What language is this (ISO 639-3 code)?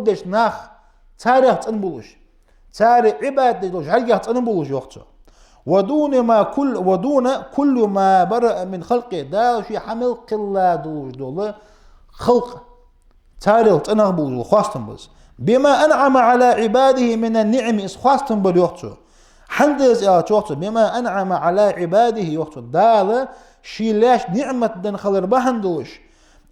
inh